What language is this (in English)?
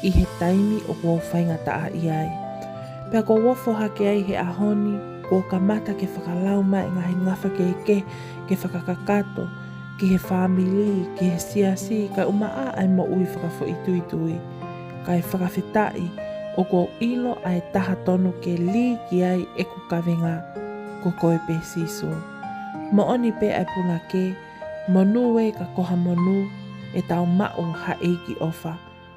Tongan